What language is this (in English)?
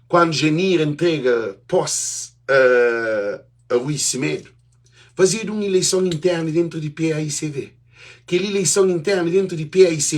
Kabuverdianu